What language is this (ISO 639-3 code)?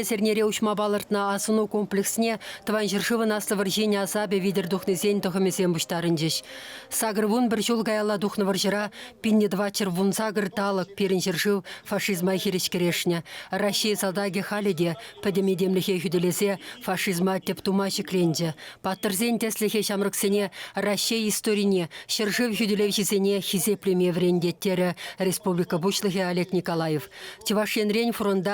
chv